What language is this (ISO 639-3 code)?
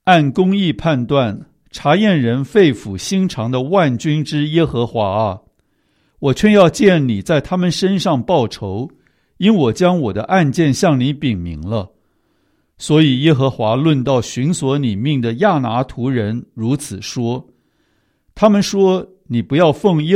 zho